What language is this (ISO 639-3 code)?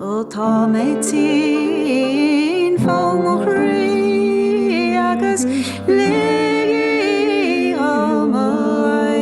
gle